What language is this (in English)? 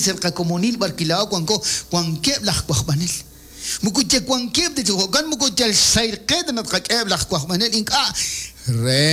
Kekchí